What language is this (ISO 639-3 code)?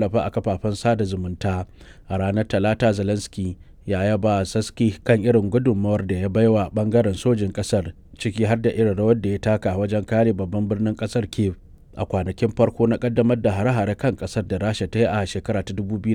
hau